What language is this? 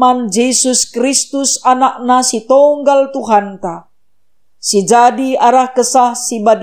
Batak Karo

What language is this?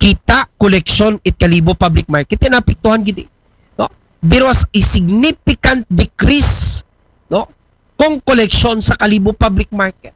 Aklanon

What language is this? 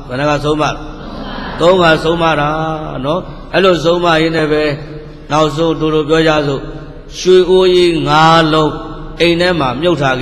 Burmese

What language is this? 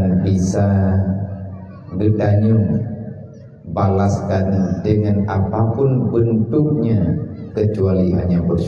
Achinese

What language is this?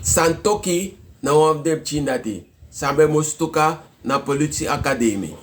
Sranan Tongo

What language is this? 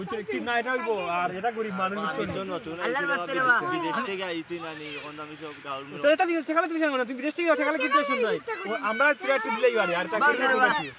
Sylheti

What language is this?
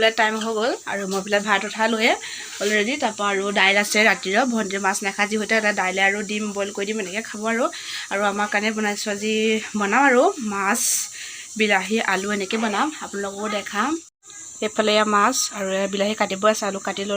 Assamese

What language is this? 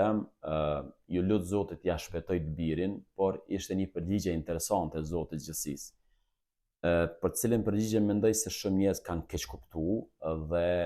Albanian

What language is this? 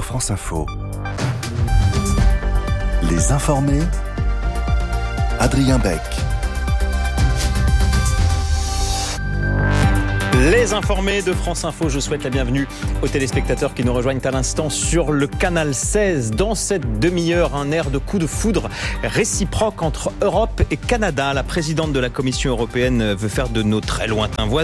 French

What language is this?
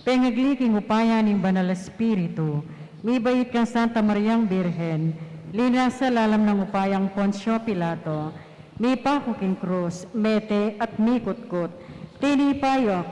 Pampanga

